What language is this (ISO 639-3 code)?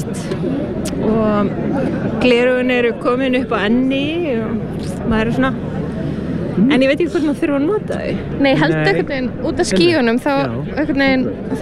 isl